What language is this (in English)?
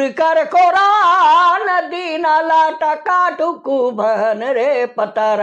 Sadri